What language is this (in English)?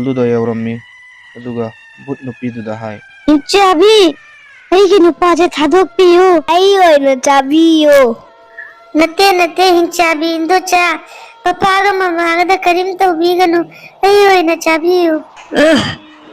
Manipuri